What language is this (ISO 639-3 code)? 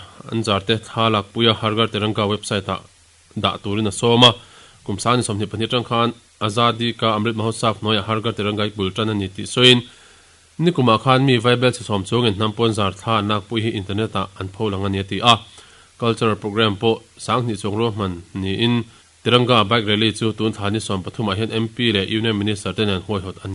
lus